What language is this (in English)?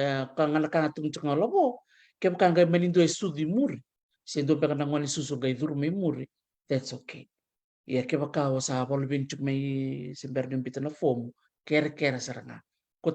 Fijian